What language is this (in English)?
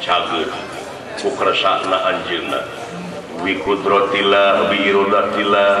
Sundanese